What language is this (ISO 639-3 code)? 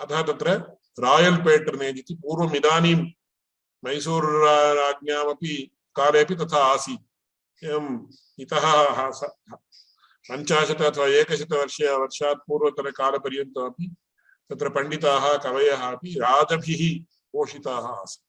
san